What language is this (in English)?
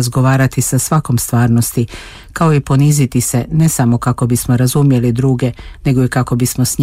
Croatian